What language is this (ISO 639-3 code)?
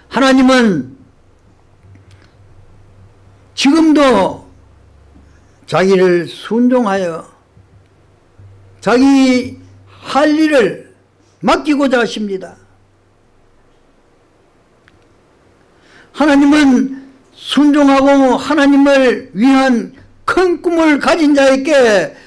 kor